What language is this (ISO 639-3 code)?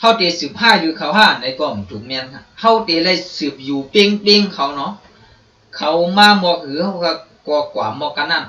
shn